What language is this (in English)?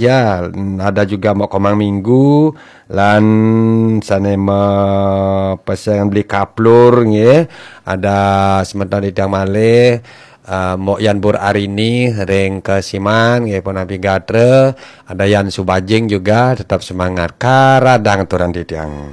Balinese